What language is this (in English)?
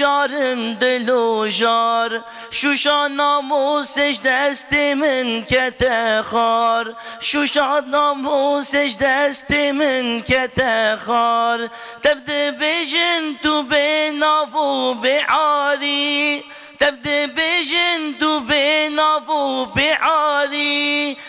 Kurdish